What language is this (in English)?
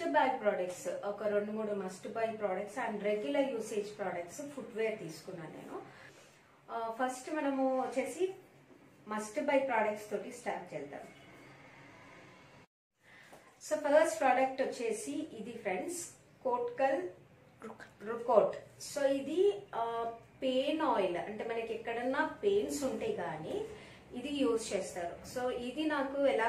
Telugu